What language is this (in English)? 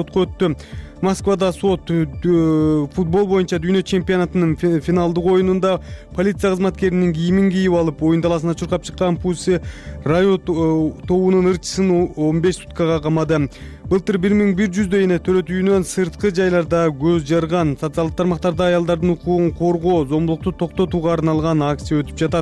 Kyrgyz